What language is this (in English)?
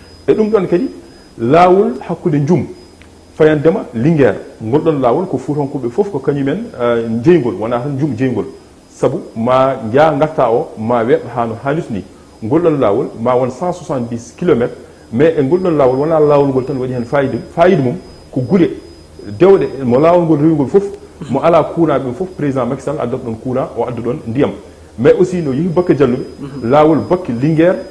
Fula